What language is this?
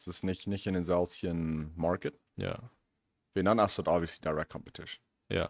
Plautdietsch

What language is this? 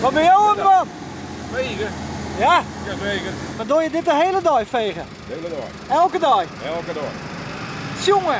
Western Frisian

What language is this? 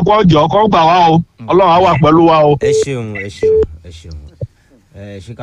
Yoruba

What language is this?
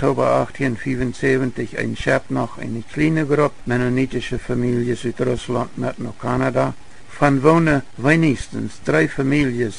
Plautdietsch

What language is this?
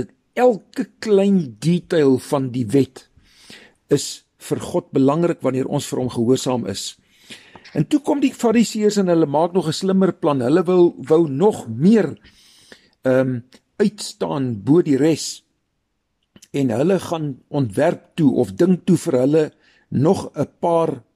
Afrikaans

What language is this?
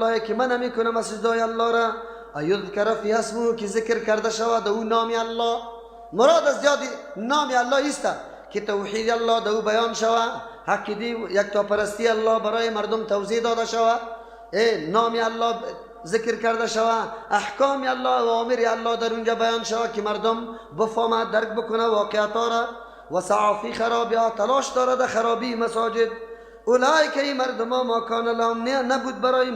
Persian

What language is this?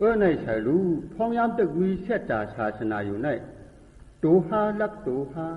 Shan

